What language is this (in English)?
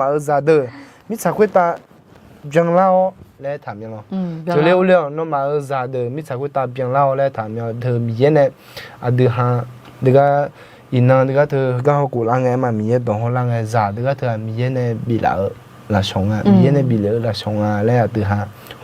Akha